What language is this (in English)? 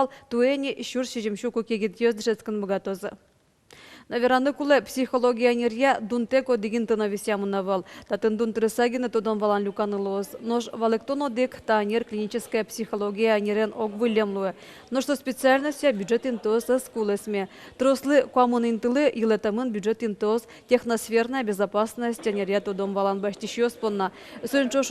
Udmurt